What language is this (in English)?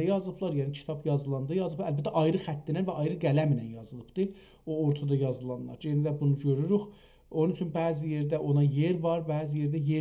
South Azerbaijani